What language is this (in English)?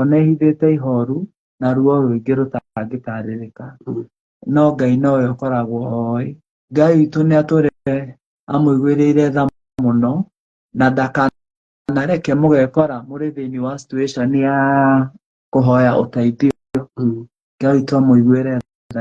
Kikuyu